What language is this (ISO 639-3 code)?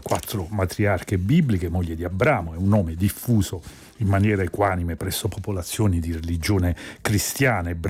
ita